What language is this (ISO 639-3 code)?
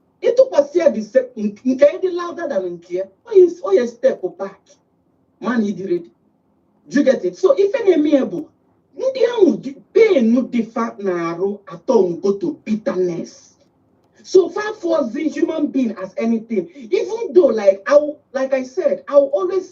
ibo